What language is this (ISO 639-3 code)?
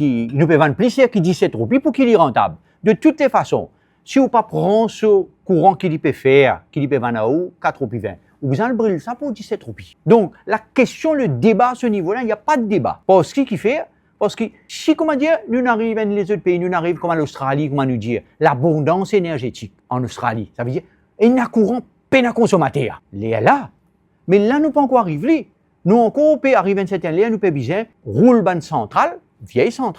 mfe